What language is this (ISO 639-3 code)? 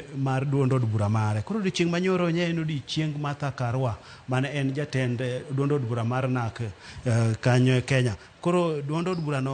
luo